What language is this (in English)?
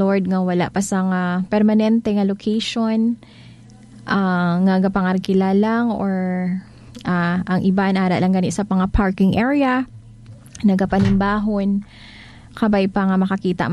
Hiligaynon